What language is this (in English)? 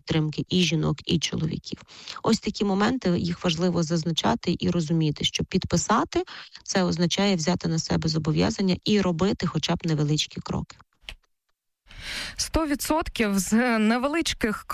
Ukrainian